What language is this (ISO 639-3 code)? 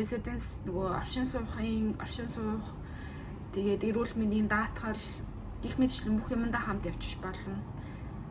mon